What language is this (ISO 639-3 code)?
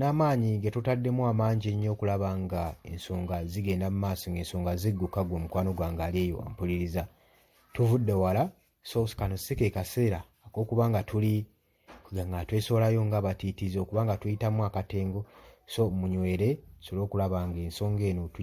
lug